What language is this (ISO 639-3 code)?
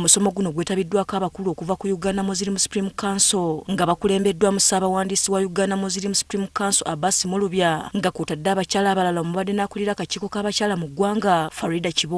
lug